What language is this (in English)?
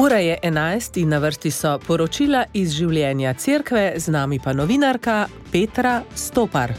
Slovenian